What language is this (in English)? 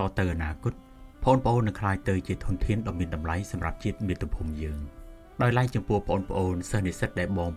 Khmer